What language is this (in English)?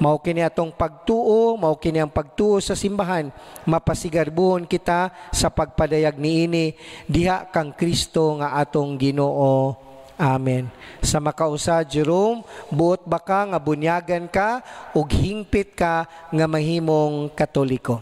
Cebuano